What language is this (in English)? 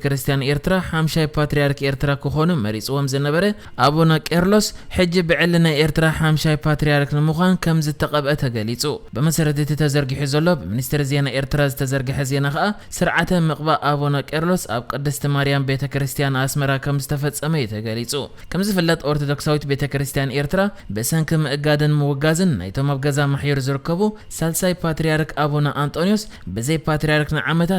Tigrinya